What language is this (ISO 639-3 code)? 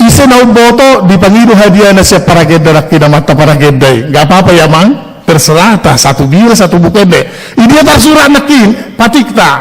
bbc